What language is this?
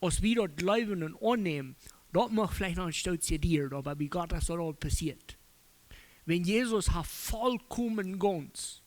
Plautdietsch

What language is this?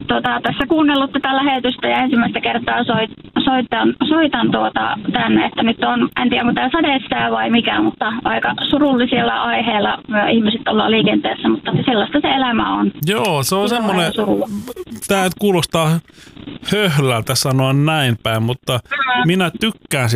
Finnish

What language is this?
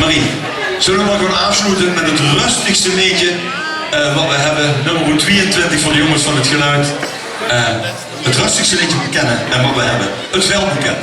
Limburgish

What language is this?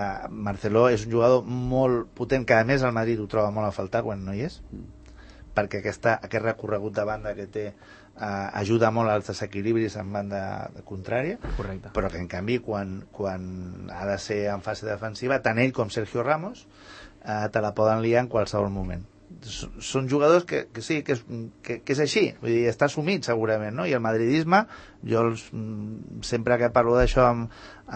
Catalan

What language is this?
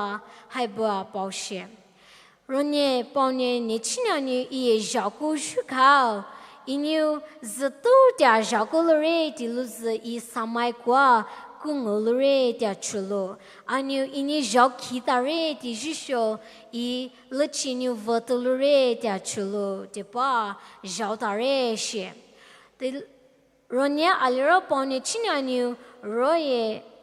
Poumei Naga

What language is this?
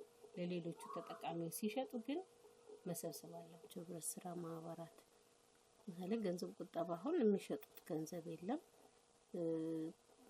Amharic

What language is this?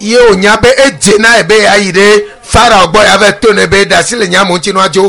Ewe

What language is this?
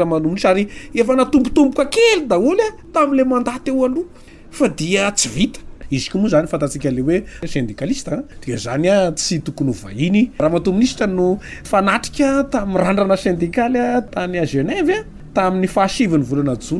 Malagasy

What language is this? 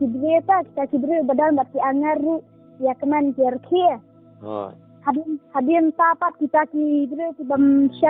Khasi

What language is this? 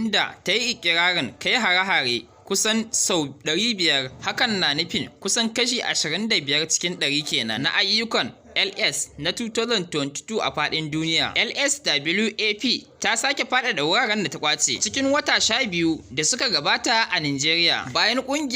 Hausa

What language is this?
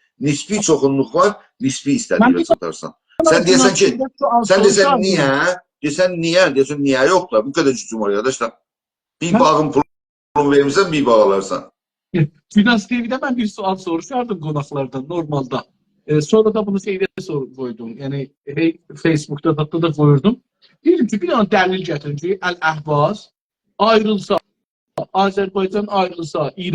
South Azerbaijani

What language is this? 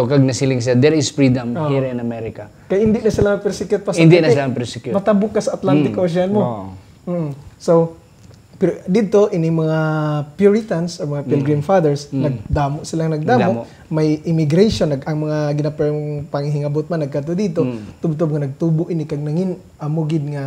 Hiligaynon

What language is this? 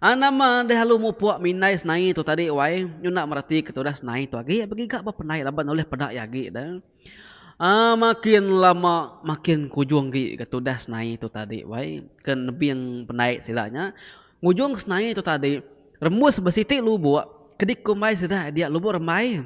Iban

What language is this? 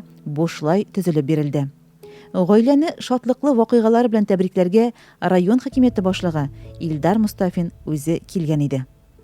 Tatar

